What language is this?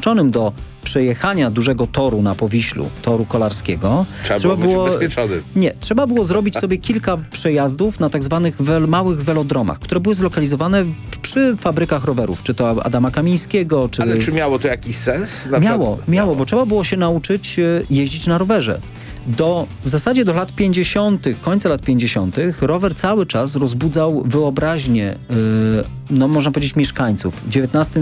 Polish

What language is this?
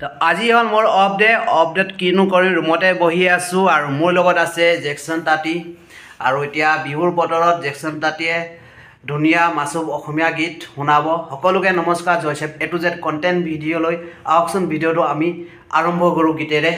Assamese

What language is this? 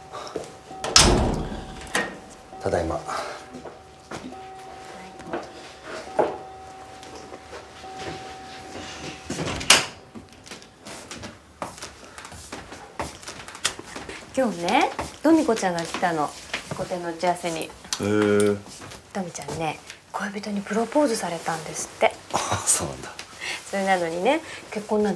Japanese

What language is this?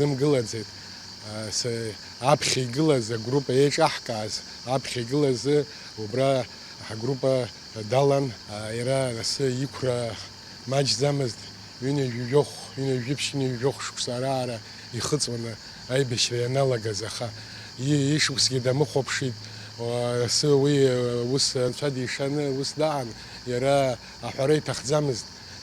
Abkhazian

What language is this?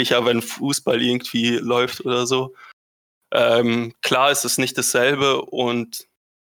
German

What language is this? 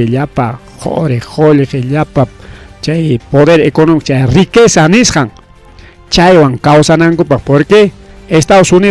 Ayacucho Quechua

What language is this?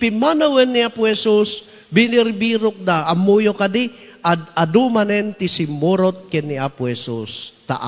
Iloko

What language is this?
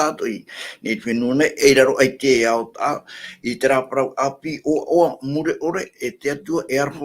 Tahitian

